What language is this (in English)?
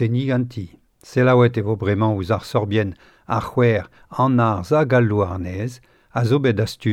Breton